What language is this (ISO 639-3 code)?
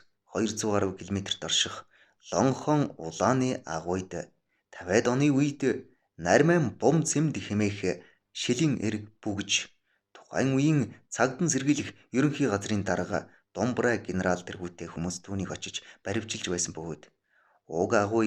mon